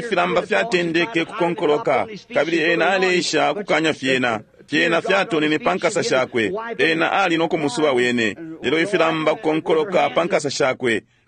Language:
Bemba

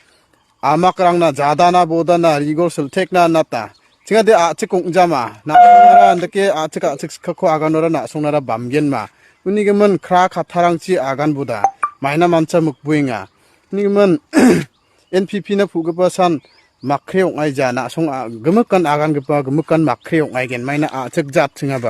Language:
Garo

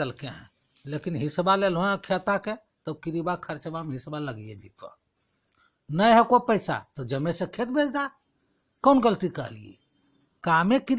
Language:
Magahi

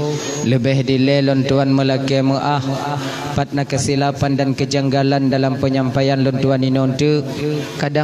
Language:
Achinese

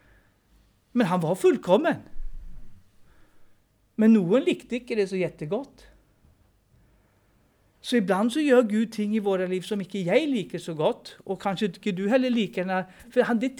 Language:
Norwegian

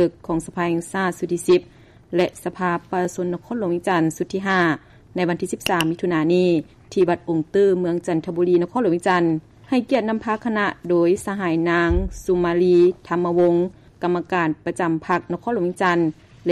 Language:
Lao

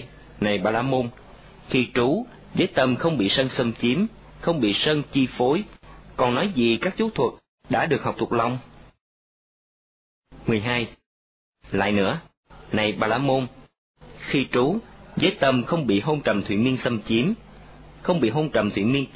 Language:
Vietnamese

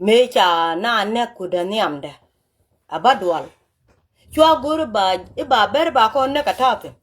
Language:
Nuer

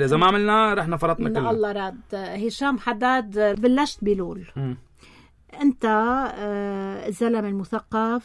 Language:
North Levantine Arabic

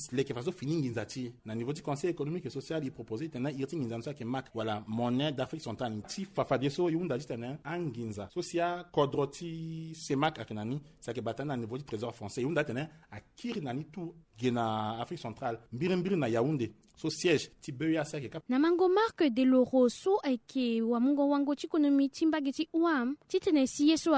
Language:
Sango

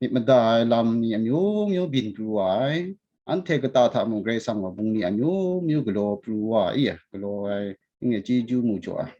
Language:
Kachin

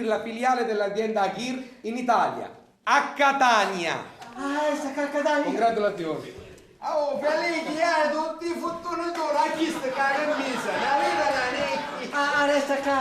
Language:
Sicilian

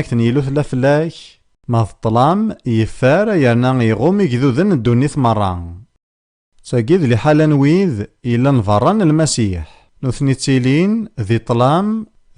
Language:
Kabyle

